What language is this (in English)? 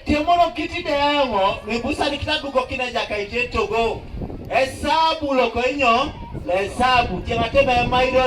Teso